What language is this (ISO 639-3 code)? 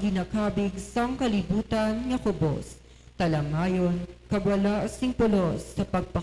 hil